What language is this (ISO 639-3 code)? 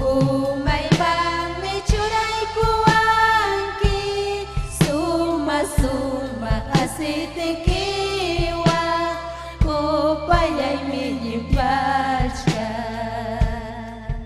quy